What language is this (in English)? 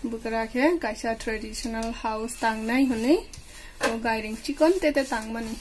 Kok Borok